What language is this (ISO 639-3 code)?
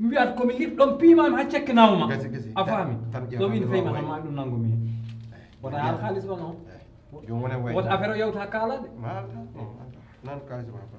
ful